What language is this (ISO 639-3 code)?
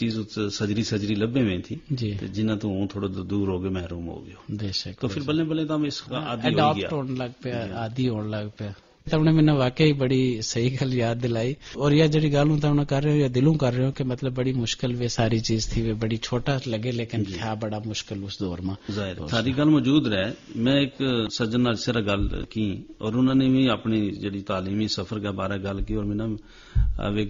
gju